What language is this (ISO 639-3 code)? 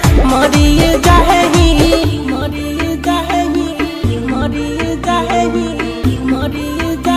bho